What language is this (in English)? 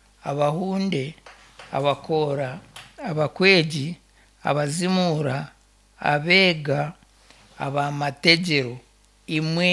Nyankole